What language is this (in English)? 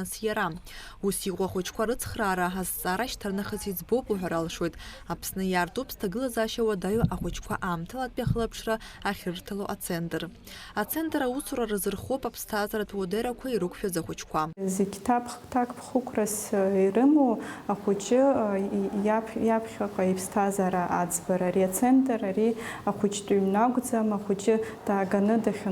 Abkhazian